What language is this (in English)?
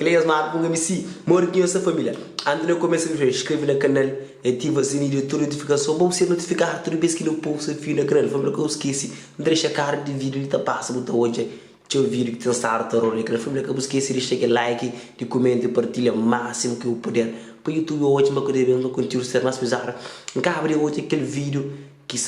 Kabuverdianu